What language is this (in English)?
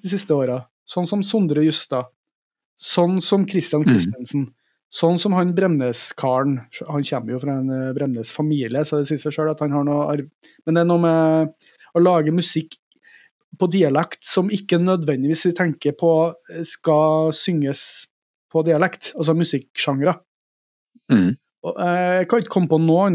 Norwegian